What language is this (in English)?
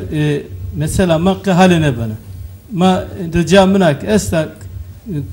Zaza